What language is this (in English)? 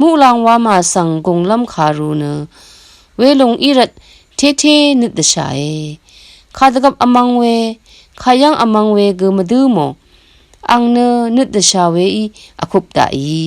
Rawang